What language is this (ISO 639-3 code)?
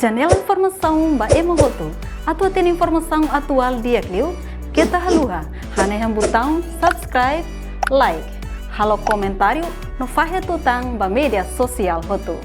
tet